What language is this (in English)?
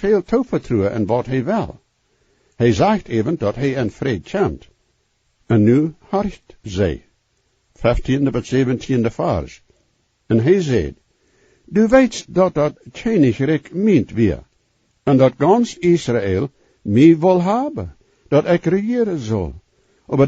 Plautdietsch